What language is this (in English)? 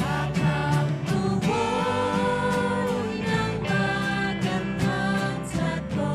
Hakha Chin